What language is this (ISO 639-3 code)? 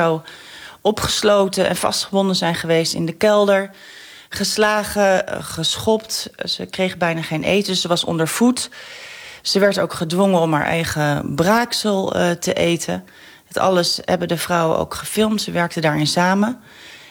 nld